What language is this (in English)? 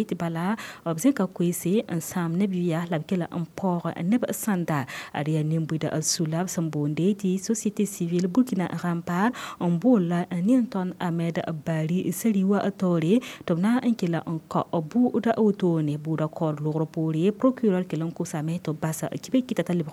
Mossi